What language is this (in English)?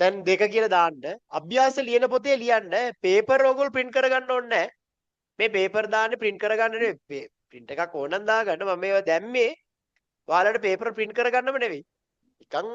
Sinhala